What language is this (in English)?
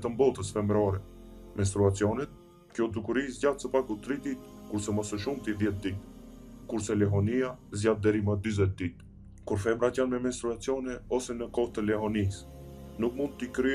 Albanian